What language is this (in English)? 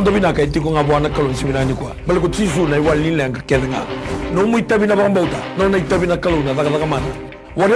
Fijian